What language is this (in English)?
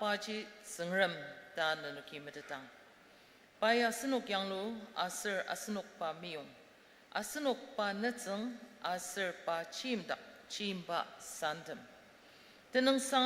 Ao Naga